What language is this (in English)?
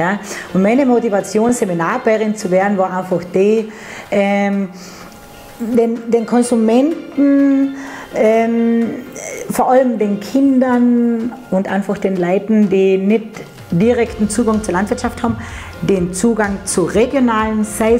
Bavarian